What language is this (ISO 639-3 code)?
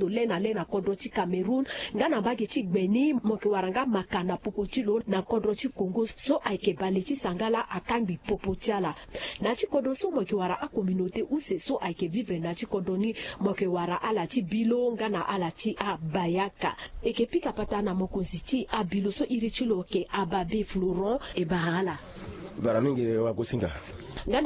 sag